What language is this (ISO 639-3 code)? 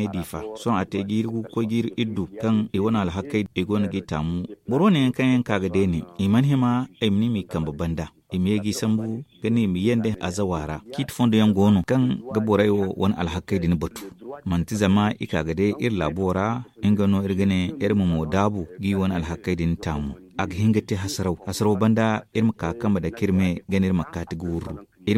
dje